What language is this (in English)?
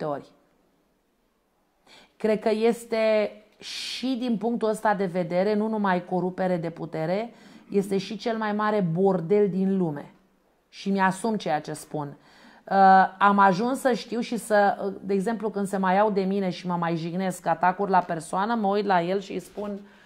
Romanian